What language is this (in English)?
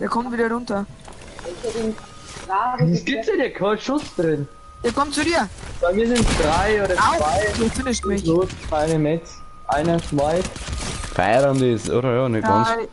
Bavarian